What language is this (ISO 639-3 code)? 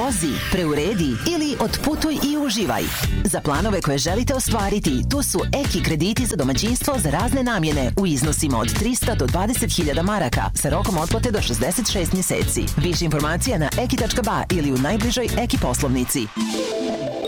bos